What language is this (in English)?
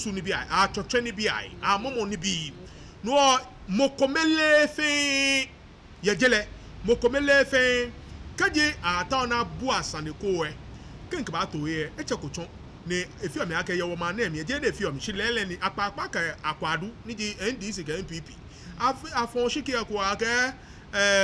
Ga